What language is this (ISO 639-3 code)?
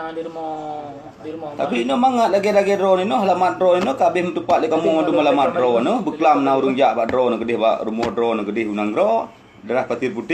ace